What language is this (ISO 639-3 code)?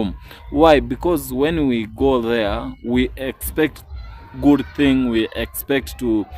jam